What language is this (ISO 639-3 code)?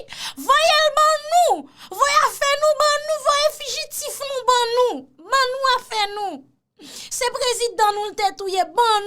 hat